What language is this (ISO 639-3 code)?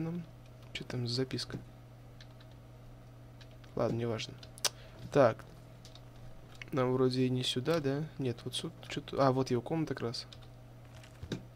rus